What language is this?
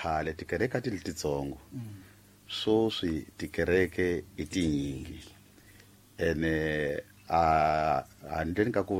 Tsonga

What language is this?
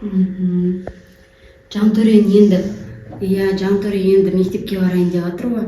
Kazakh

